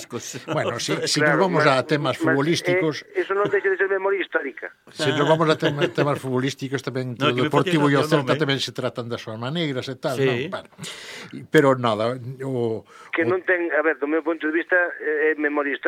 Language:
Galician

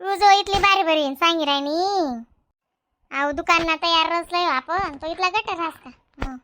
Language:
Khandesi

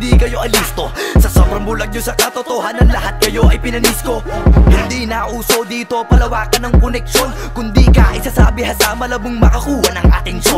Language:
Filipino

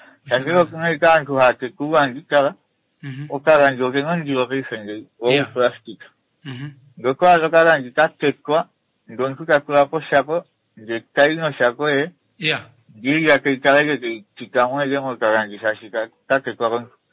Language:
Kuanyama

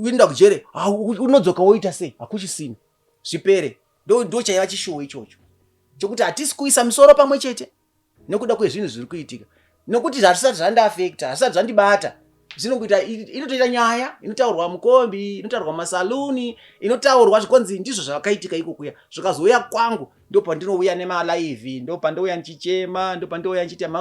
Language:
Shona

